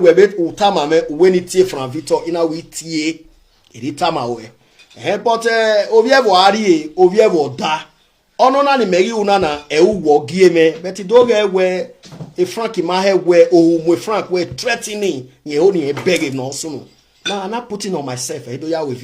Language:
Nigerian Pidgin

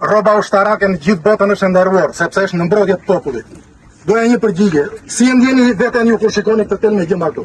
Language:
Albanian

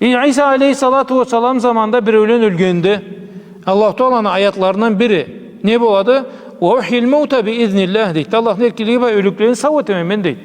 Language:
Karachay-Balkar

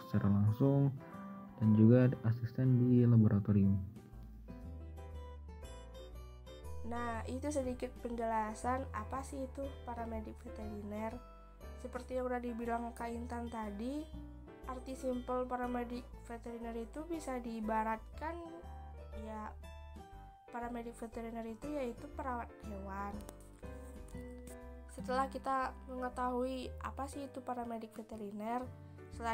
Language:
Indonesian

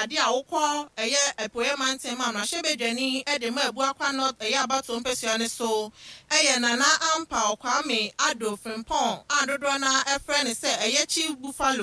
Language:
Akan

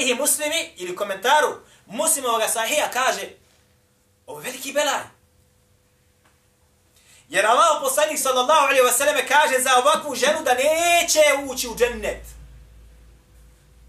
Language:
Bosnian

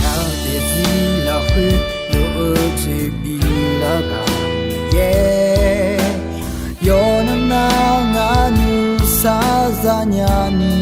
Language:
Akha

